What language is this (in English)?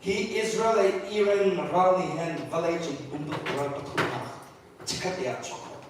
Hakha Chin